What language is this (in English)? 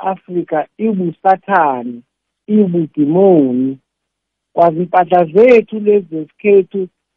South Ndebele